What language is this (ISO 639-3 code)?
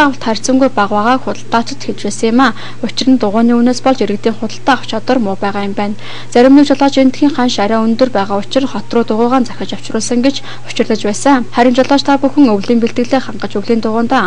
mon